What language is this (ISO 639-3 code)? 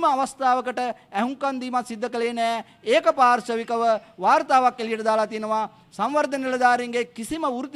sin